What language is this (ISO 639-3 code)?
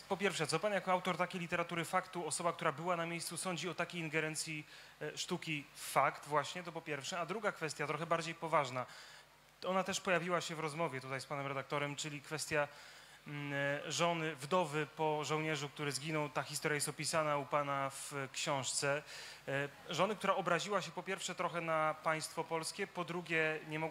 pol